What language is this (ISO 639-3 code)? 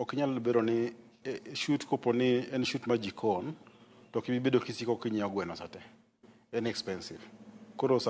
luo